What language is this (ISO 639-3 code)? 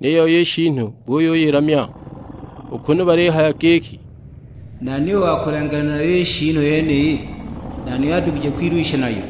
suk